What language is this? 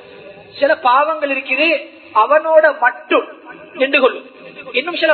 Tamil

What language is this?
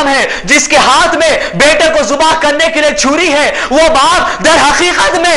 Urdu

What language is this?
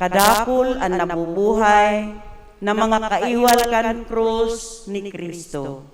Bikol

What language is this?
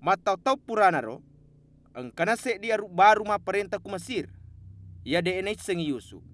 Buginese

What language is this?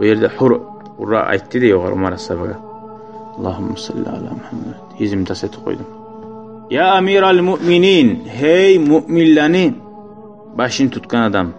Kumyk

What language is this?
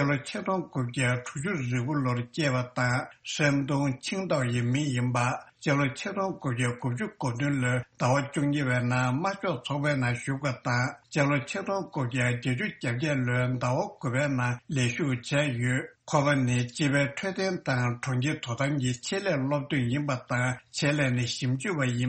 Tibetan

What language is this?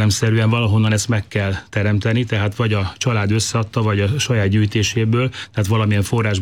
Hungarian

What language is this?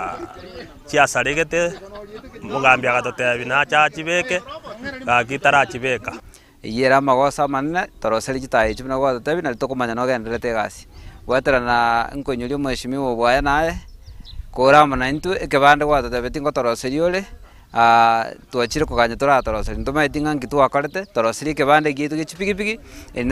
Gusii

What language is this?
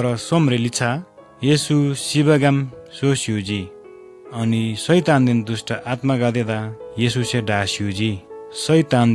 Eastern Tamang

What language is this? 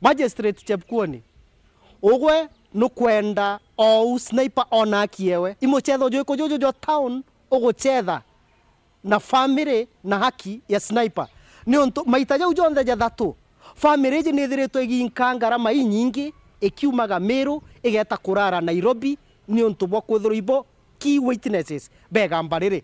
Meru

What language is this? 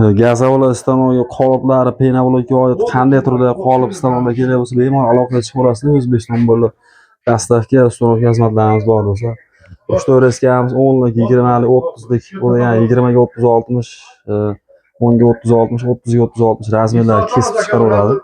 Uzbek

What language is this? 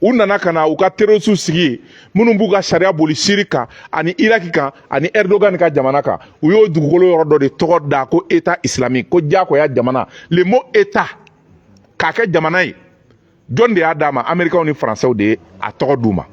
Bambara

